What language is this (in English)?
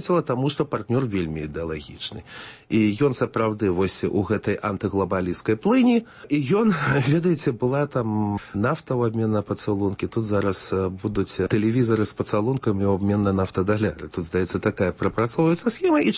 Belarusian